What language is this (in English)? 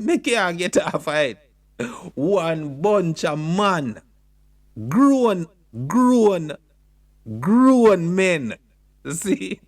Jamaican Creole English